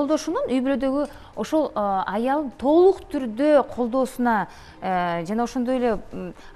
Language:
Kyrgyz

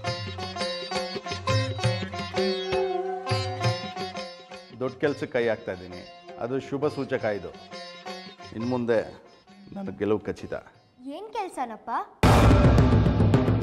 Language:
Kannada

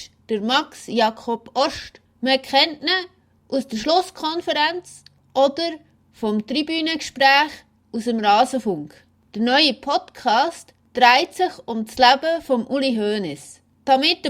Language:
Swiss German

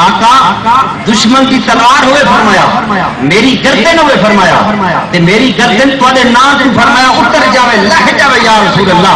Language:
Saraiki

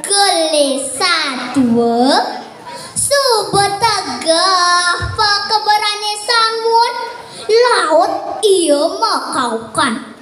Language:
Balinese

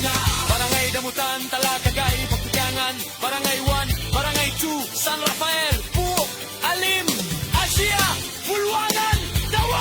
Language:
Hiligaynon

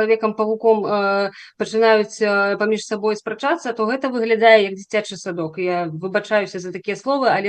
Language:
Belarusian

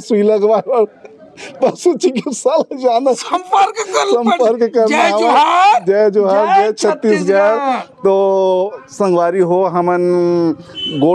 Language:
Chhattisgarhi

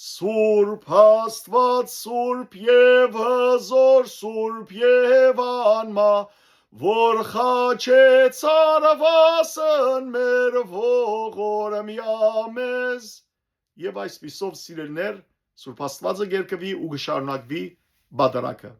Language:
Western Armenian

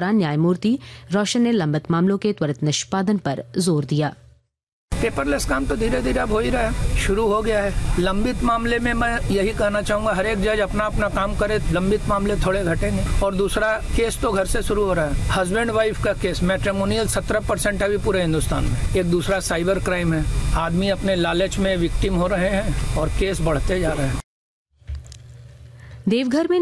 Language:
Hindi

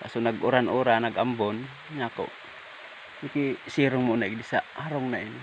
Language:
Bikol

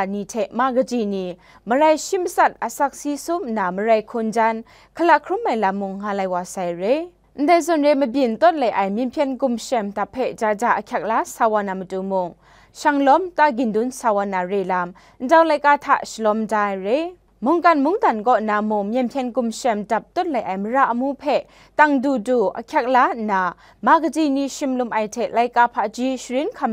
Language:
Kachin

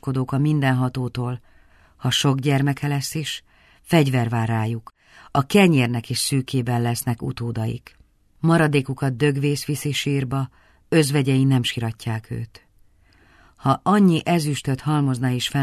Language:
Hungarian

